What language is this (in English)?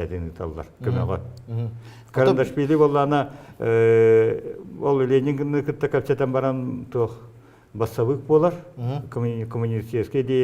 Yakut